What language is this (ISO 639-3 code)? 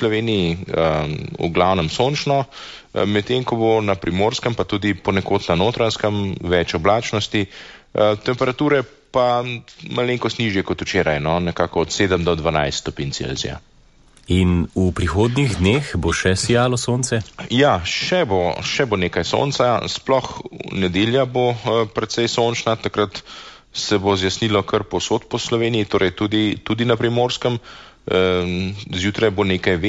slv